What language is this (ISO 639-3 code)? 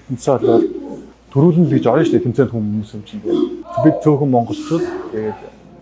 mon